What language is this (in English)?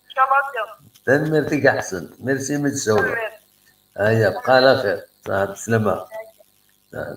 Kabyle